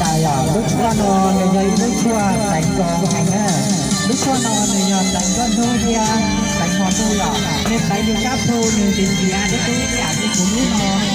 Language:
Hmong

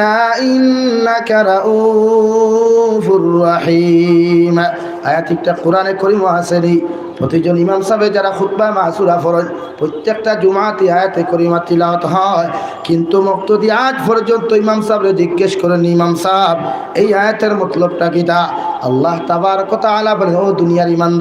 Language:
Sylheti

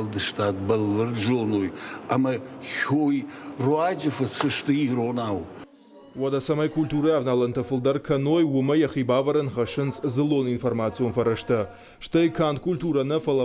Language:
Ossetic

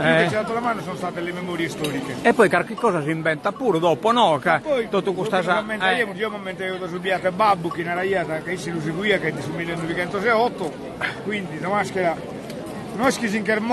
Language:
Sardinian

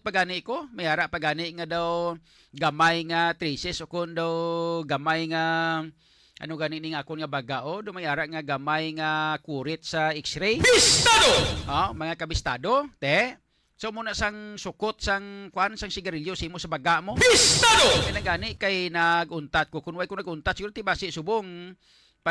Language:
Hiligaynon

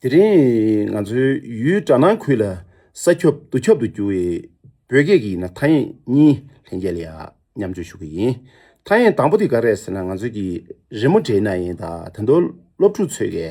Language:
Tibetan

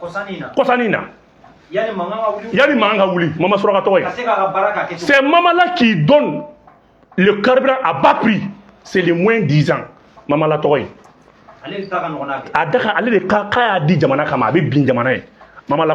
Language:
Bambara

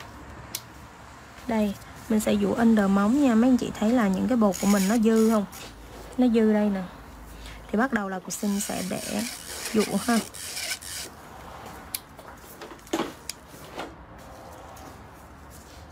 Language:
Vietnamese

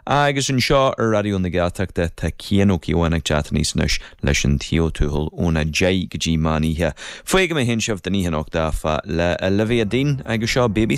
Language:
Irish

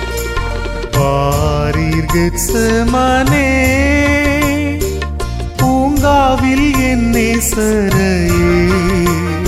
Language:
Tamil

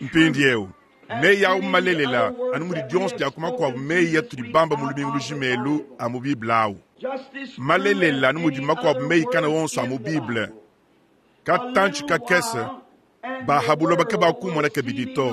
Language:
Luba-Lulua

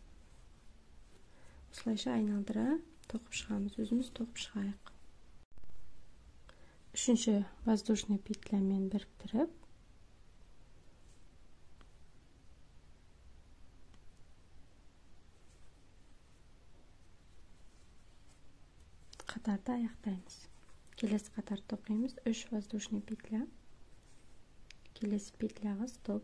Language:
Kazakh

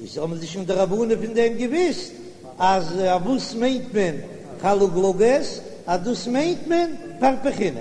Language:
Yiddish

